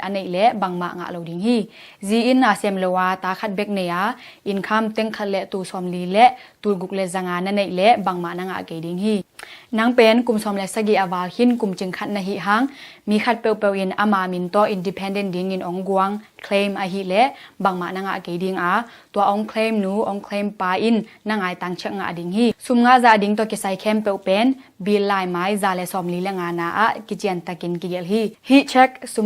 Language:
Tedim Chin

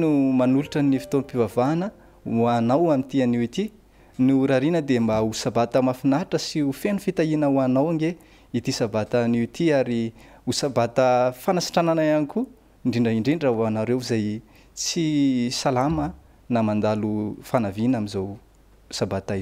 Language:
Malagasy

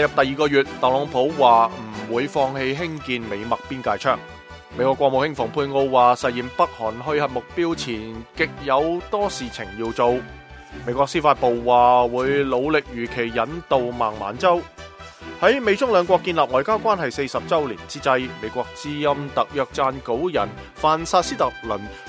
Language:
Cantonese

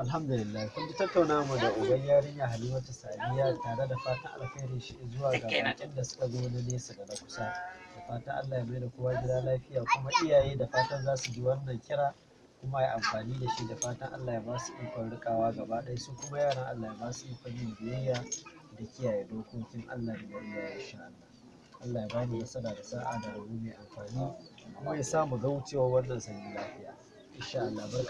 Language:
Hausa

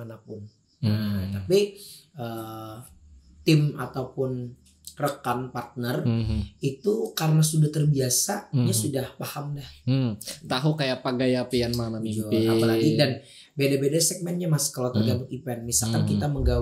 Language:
Banjar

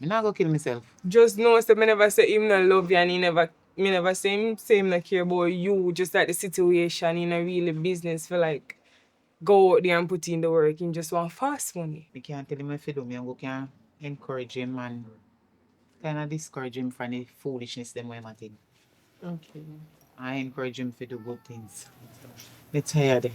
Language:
Jamaican Creole English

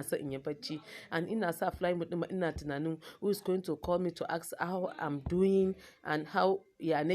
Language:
Hausa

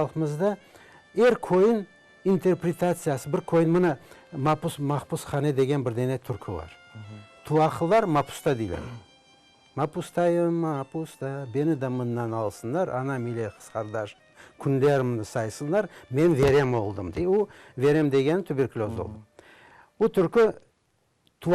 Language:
Crimean Tatar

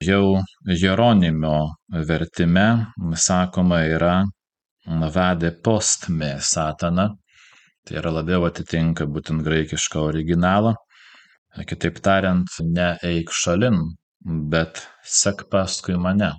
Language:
Lithuanian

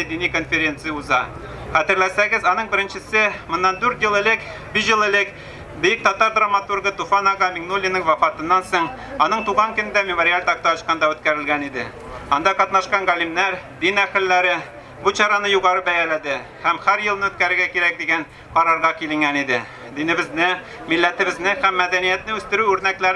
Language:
Tatar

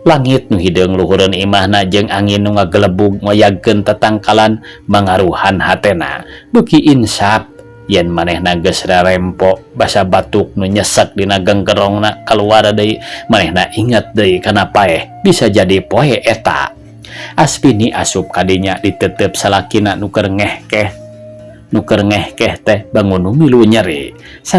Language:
Sundanese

